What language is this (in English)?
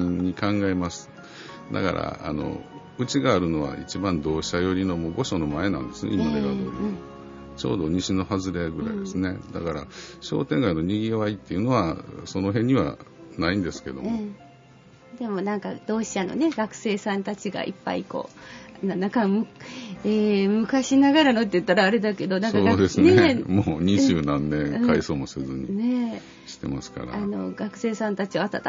Japanese